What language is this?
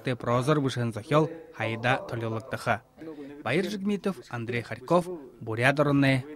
Buriat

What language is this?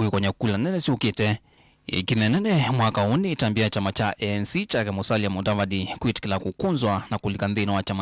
Kamba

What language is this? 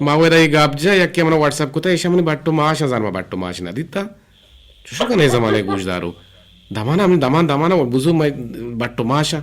Eastern Balochi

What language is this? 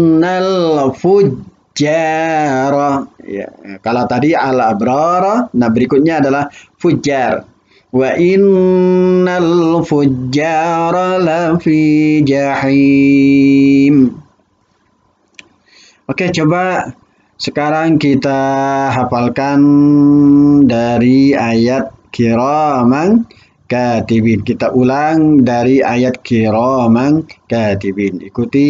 Indonesian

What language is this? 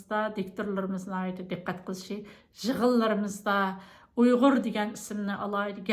Uyghur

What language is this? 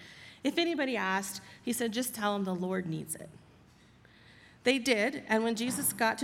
English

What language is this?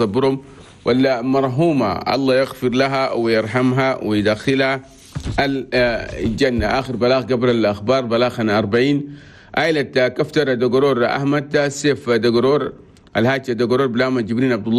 Chadian Arabic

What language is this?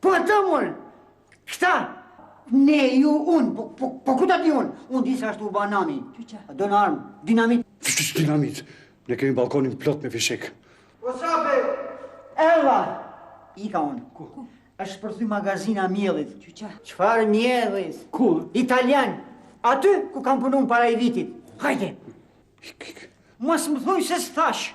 Albanian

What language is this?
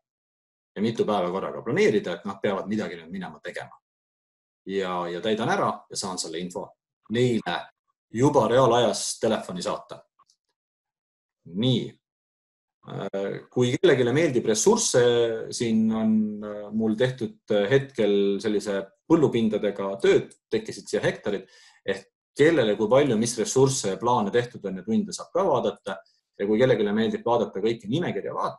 Estonian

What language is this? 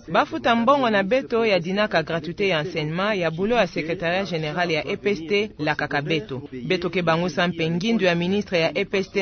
Kituba (Democratic Republic of Congo)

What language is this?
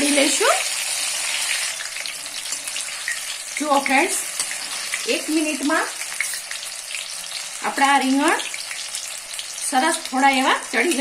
Gujarati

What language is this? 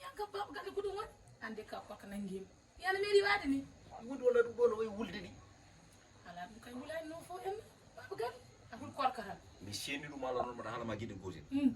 Fula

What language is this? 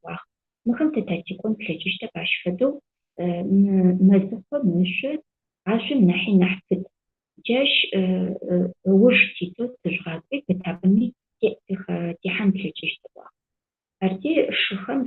Adyghe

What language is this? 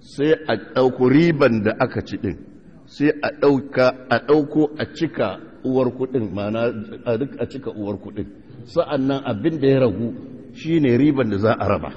Hausa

